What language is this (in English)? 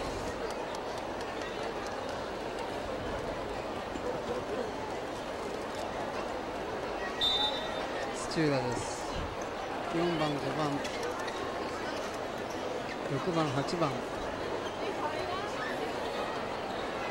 Japanese